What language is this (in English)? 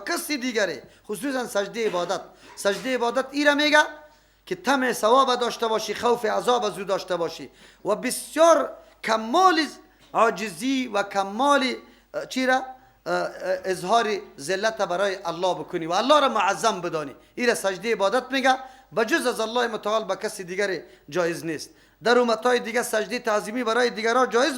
Persian